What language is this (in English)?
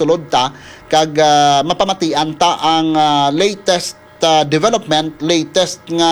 Hiligaynon